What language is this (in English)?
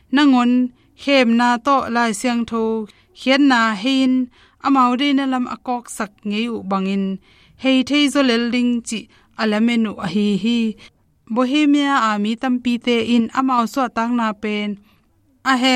Tedim Chin